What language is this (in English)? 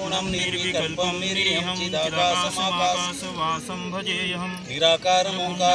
Sanskrit